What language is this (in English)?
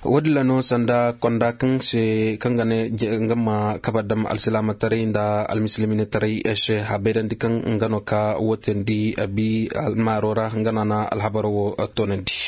Koyraboro Senni